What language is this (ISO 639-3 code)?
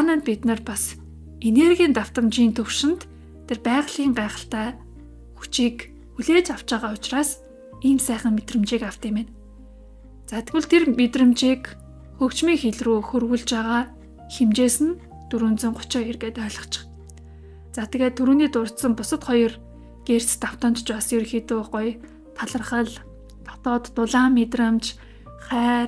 mon